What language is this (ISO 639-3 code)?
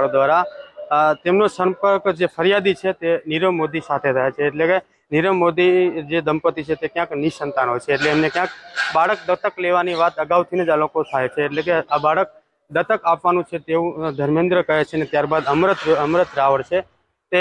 guj